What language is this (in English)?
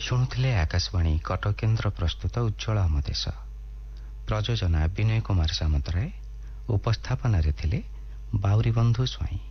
Odia